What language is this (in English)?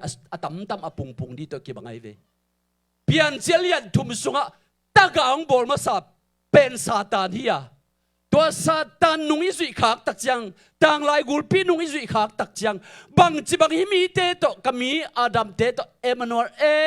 Tedim Chin